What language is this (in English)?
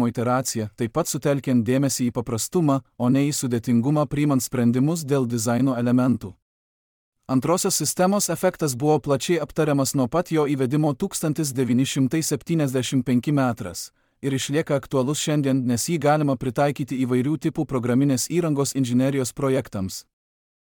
Lithuanian